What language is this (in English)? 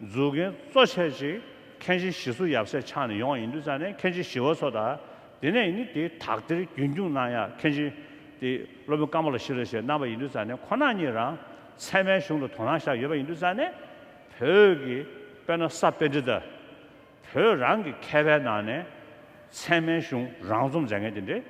Tibetan